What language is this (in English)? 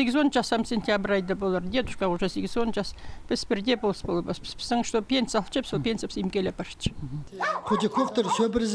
Khakas